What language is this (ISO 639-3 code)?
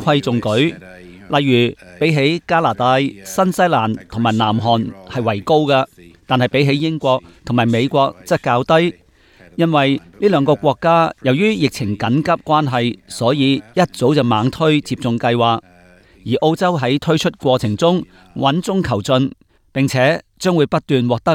yue